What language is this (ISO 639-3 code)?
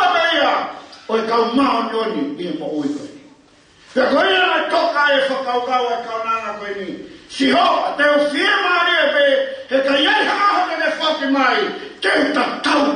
ton